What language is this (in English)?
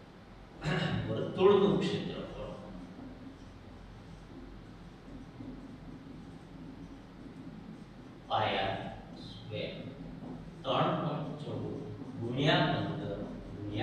Gujarati